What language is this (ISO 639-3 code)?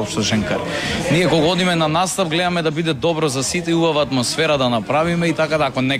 mkd